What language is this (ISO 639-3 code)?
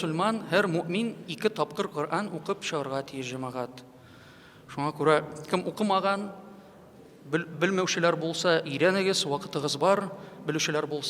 tat